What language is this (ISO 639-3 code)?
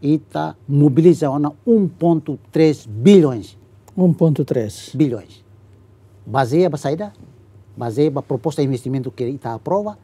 tet